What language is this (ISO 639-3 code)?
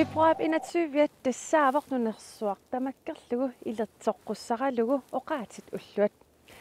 kal